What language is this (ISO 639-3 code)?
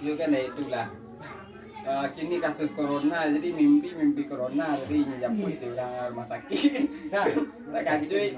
min